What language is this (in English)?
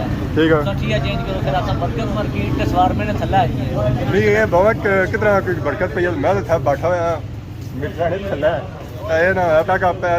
Pahari-Potwari